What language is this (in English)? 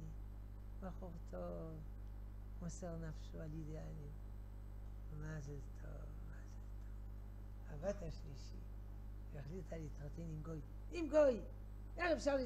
Hebrew